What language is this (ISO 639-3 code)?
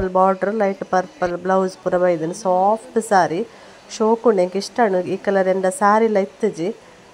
tcy